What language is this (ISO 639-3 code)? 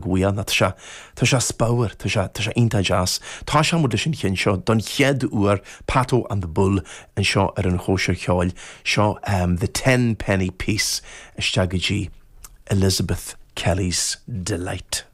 gle